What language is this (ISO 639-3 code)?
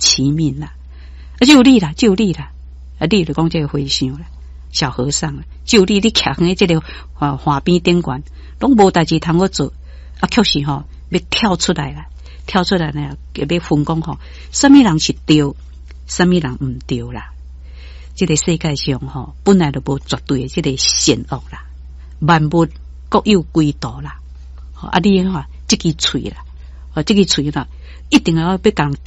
nan